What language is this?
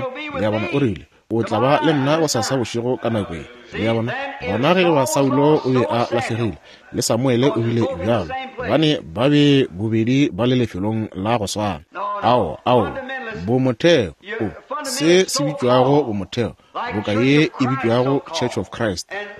Northern Sotho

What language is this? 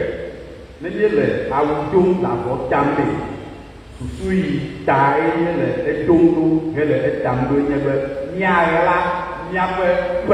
Ewe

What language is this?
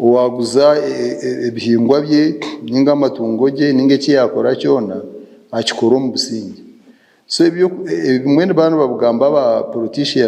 Nyankole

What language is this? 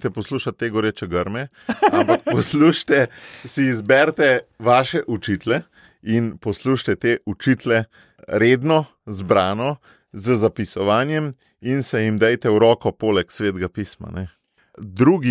Slovenian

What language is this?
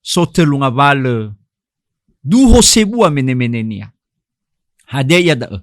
Nias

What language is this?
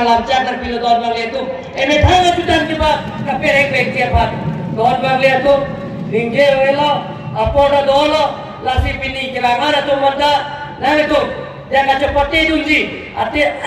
Karbi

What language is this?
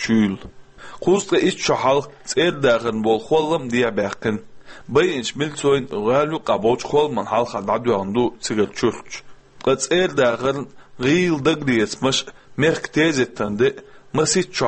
Chechen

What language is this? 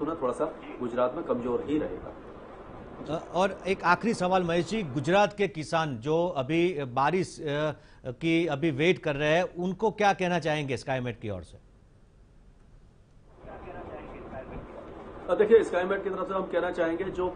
Hindi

